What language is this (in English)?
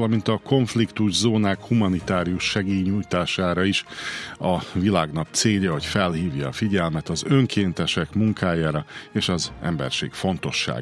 Hungarian